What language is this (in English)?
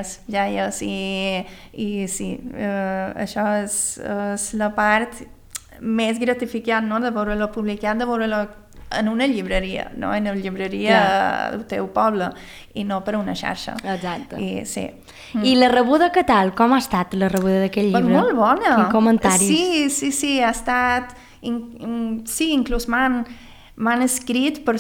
Catalan